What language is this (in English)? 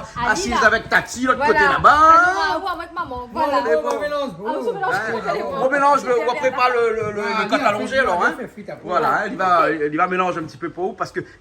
Réunion Creole French